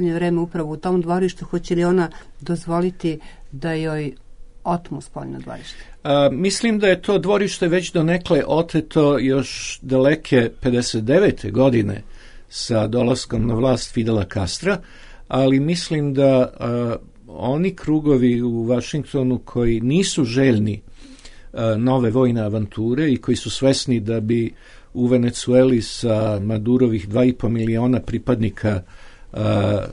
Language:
Serbian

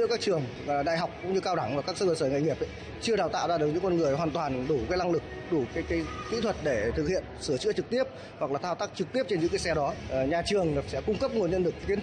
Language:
Vietnamese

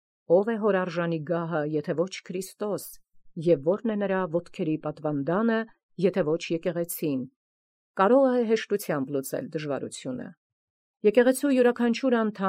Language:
Armenian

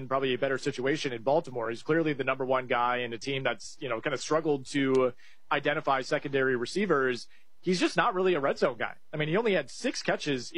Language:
English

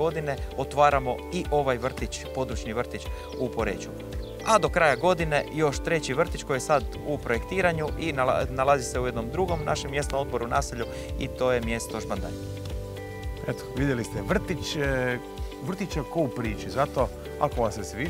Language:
Croatian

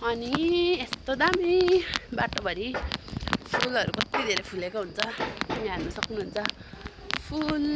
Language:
Nepali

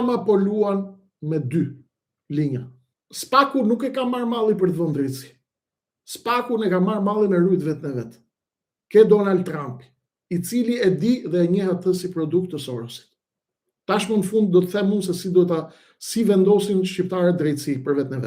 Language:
Albanian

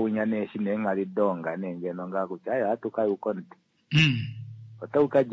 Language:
Kuanyama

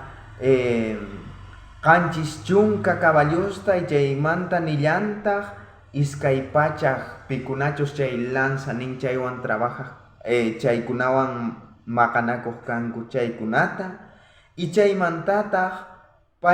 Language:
South Bolivian Quechua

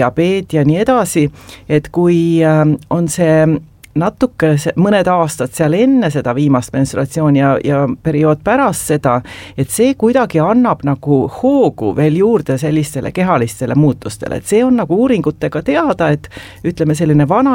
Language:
Estonian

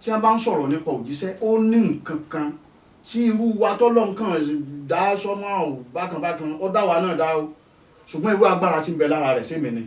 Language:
Yoruba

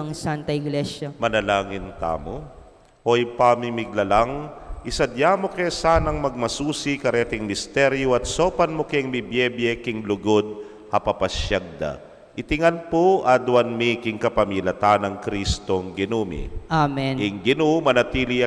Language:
Pampanga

